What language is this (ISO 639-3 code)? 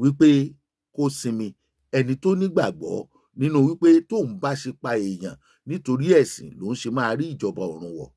yor